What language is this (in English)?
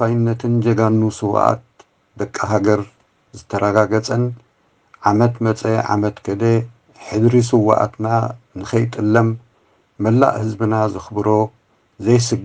Tigrinya